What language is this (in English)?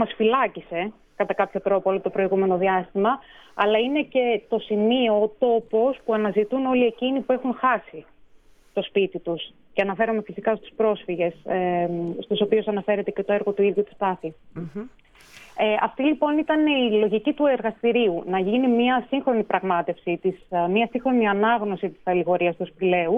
Greek